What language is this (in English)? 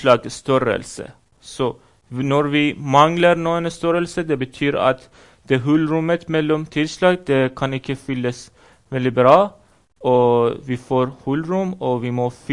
Norwegian